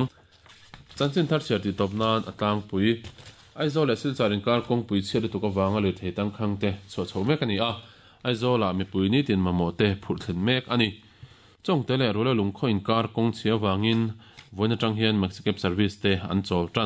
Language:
Mizo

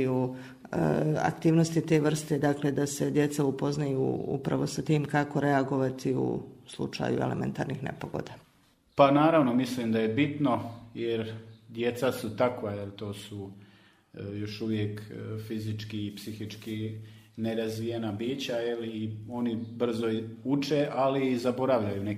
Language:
Serbian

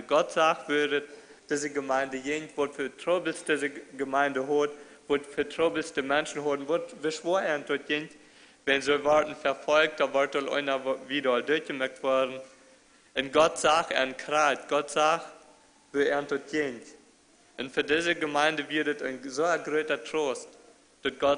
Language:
Plautdietsch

